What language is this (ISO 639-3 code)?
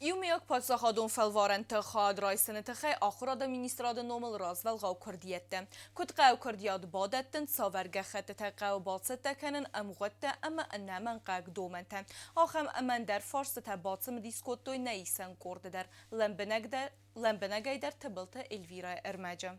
oss